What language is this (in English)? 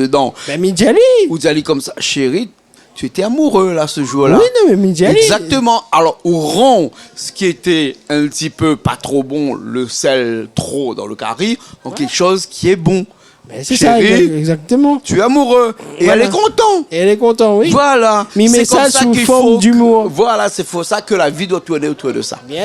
Réunion Creole French